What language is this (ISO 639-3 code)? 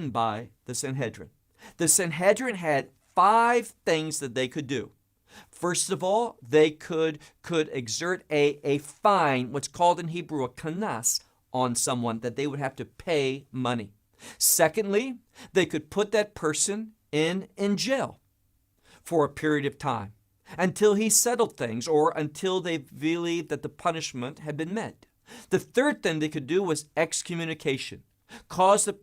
eng